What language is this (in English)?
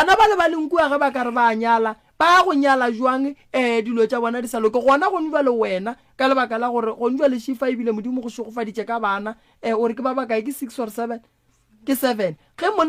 Northern Sotho